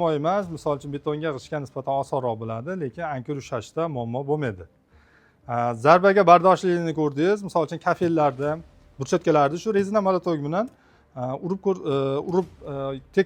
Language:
Uzbek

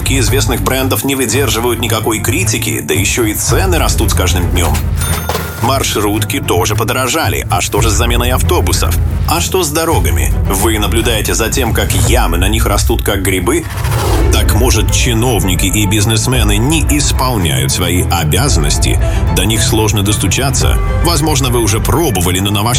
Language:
Russian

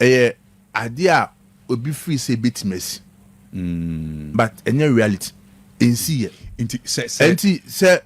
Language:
Akan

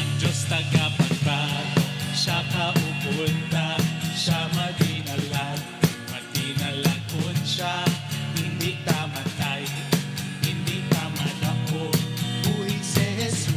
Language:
Hiligaynon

